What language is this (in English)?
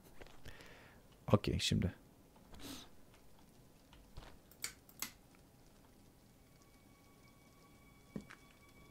Turkish